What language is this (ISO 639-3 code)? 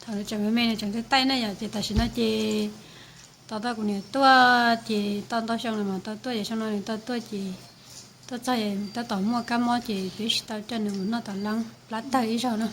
hmn